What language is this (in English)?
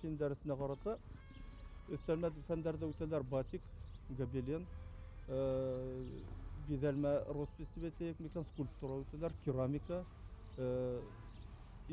Bashkir